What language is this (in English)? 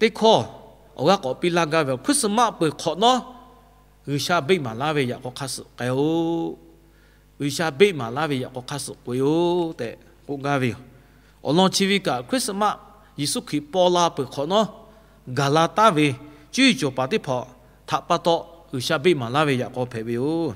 Lahu